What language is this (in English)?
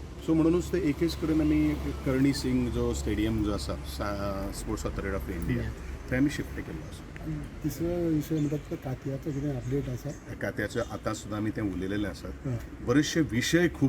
Konkani